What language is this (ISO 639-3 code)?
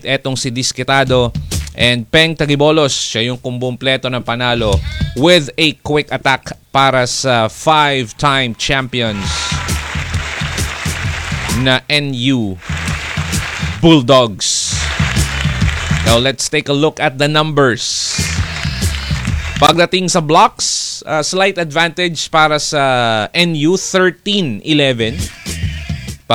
fil